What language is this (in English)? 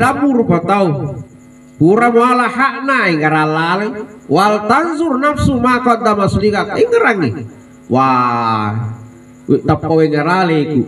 Buginese